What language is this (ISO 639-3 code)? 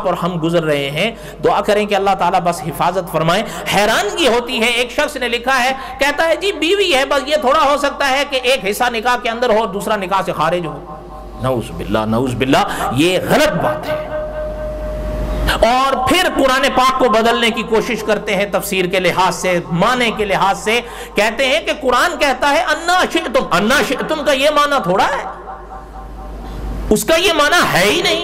urd